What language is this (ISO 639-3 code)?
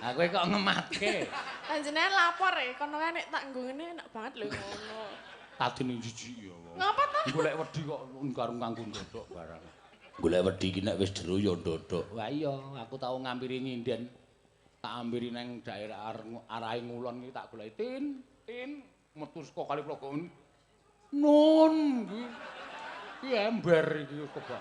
jav